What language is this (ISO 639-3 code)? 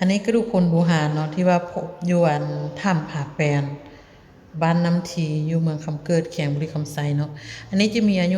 lao